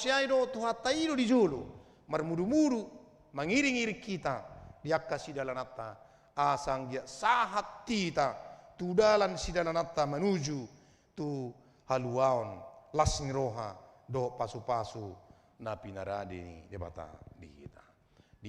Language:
Batak Toba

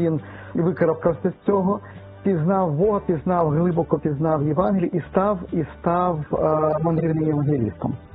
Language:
Ukrainian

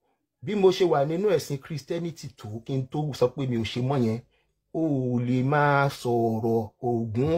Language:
Yoruba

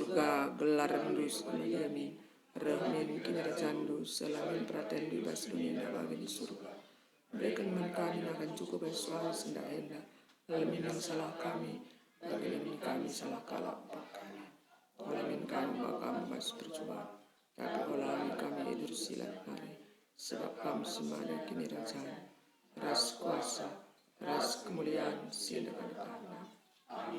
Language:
Batak Karo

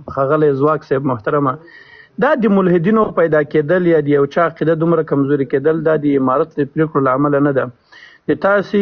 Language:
Pashto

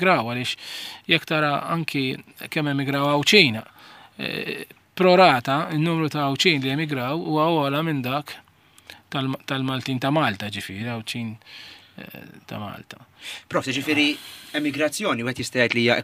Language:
Maltese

